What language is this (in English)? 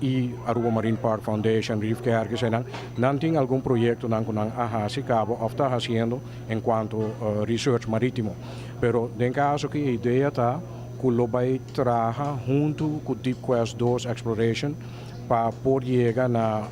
Papiamento